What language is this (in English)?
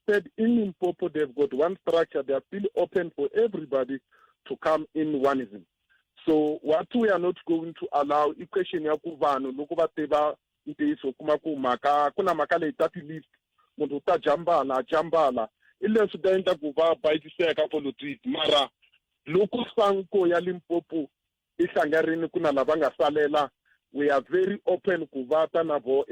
Tsonga